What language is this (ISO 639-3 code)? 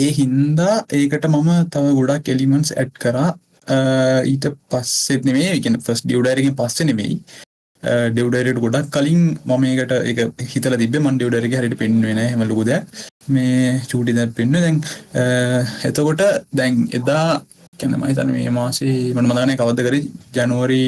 sin